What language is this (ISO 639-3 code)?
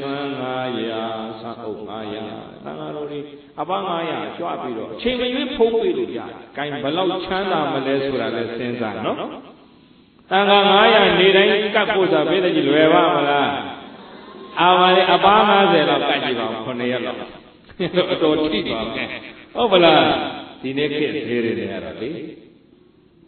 mya